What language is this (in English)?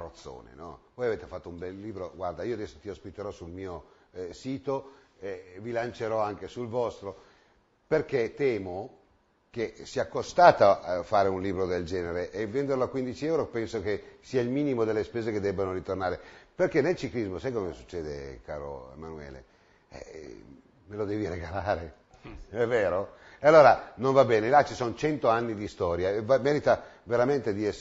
Italian